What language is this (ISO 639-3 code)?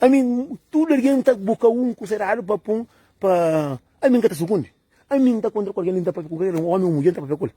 kea